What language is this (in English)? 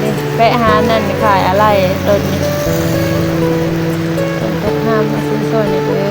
Lao